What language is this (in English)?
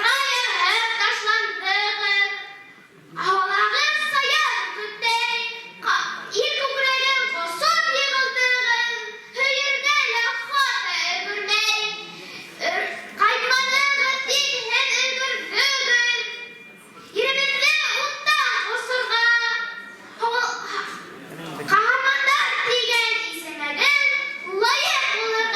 Bashkir